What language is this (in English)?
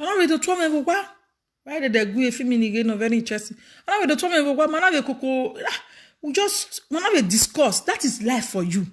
Nigerian Pidgin